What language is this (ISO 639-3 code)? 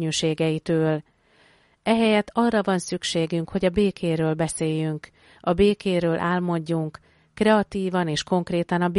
hun